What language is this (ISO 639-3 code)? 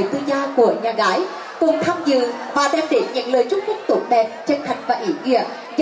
vie